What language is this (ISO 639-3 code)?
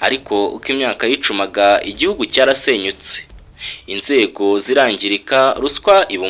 kin